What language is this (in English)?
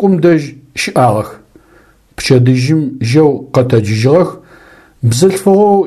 Adyghe